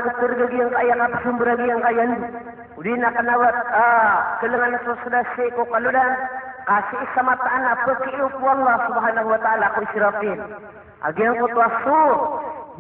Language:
Maranao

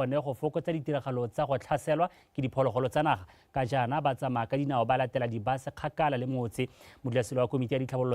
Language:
Tswana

